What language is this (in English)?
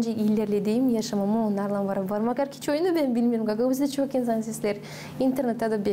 Gagauz